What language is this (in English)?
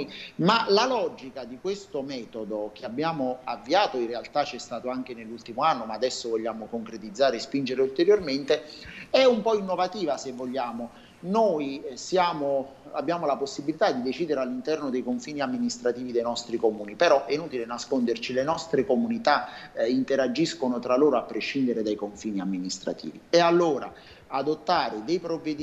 Italian